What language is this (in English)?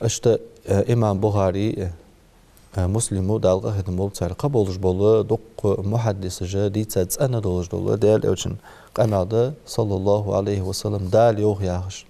Ingush